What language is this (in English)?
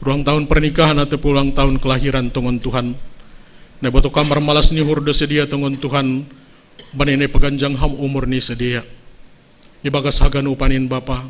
Batak Simalungun